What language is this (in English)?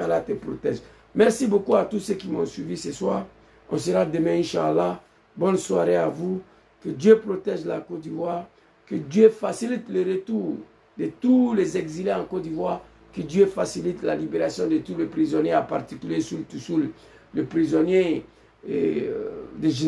French